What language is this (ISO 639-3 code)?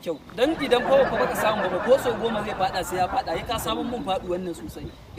hau